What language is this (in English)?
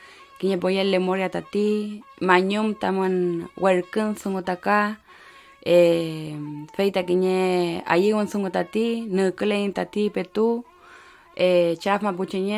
Mapuche